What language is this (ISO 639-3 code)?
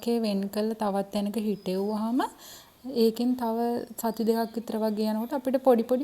sin